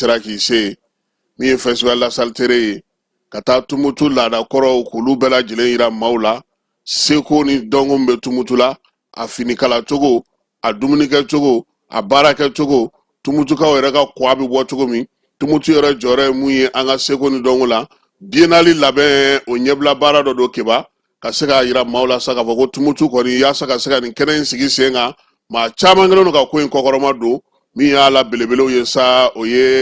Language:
Bambara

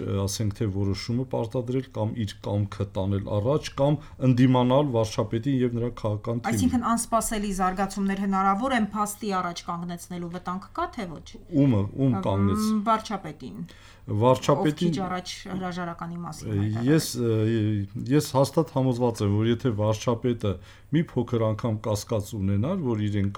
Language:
Armenian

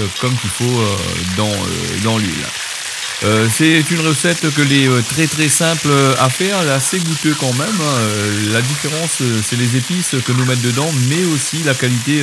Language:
Réunion Creole French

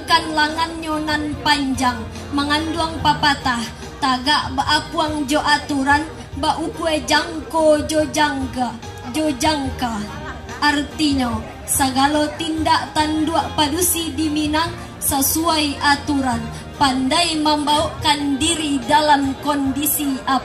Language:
Minangkabau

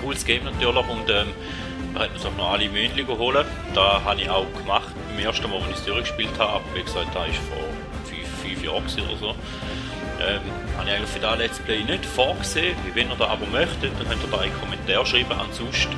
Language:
Swiss German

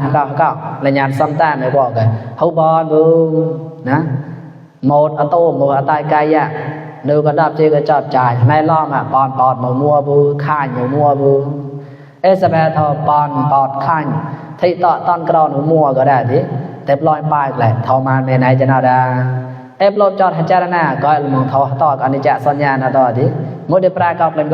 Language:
Mon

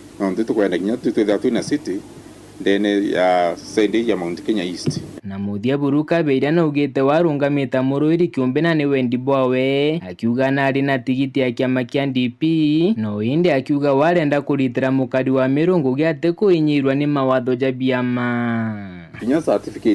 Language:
Meru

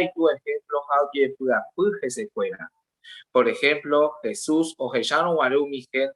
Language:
Guarani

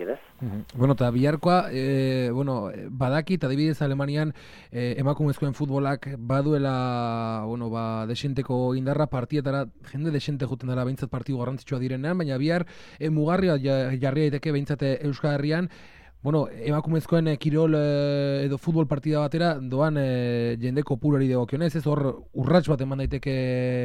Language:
Basque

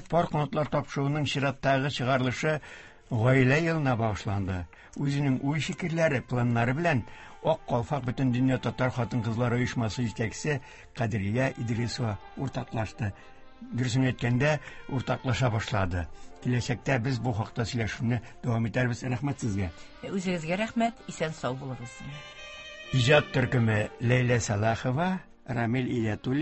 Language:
Tatar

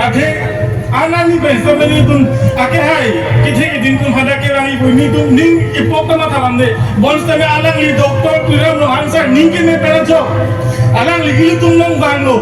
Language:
Karbi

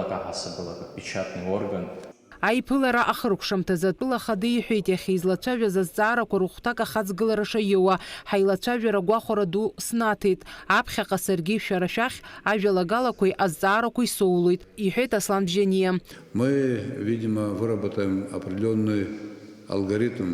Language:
Abkhazian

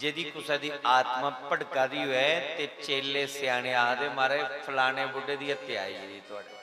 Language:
Dogri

